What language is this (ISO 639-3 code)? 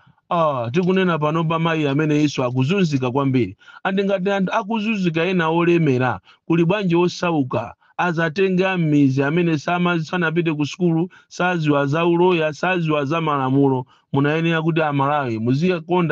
nya